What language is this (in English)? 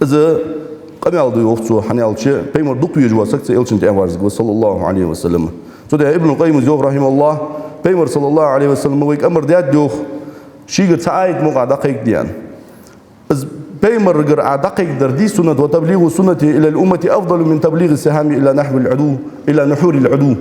Ingush